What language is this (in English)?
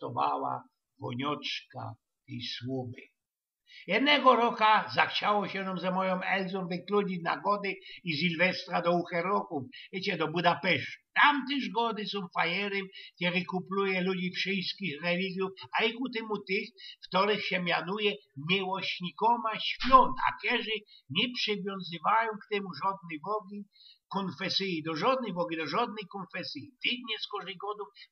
Silesian